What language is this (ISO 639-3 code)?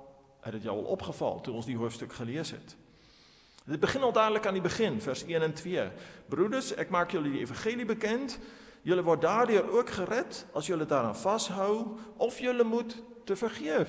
afr